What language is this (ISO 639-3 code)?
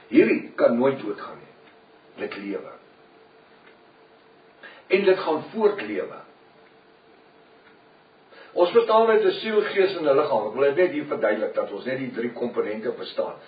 afr